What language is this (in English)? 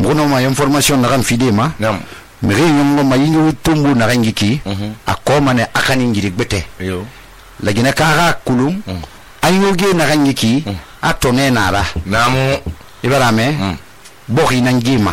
Susu